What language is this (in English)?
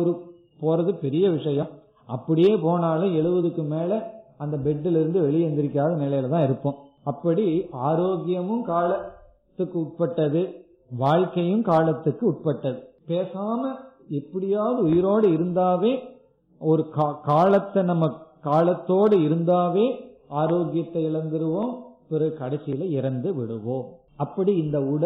Tamil